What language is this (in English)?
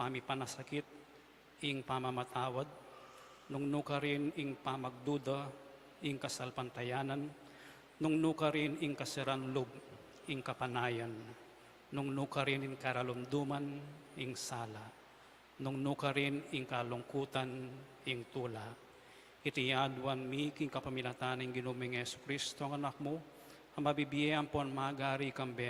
Pampanga